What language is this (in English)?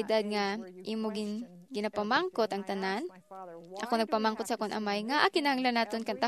Hiligaynon